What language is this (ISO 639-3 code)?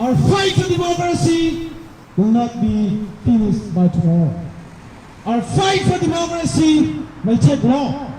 cnh